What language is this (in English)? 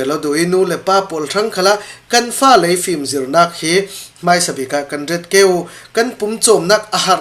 Falam Chin